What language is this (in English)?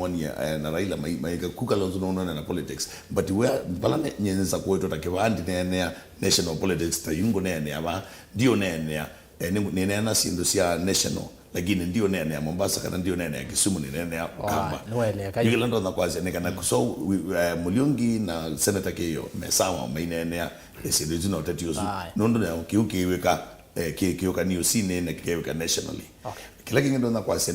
Kamba